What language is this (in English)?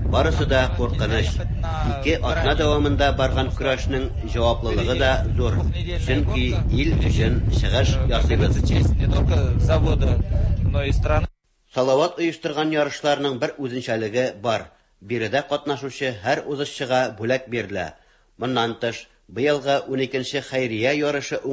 Tatar